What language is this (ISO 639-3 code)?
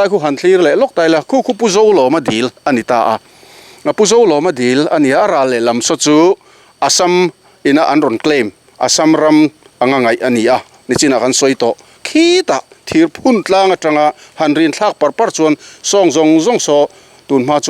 lus